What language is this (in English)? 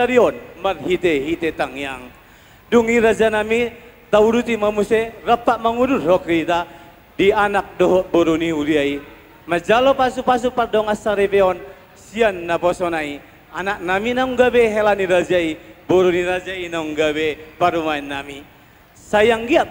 Batak Toba